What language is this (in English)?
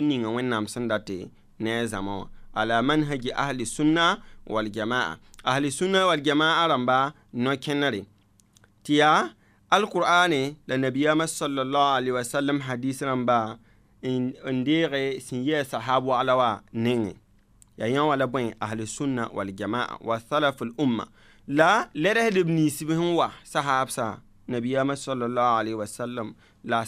Mossi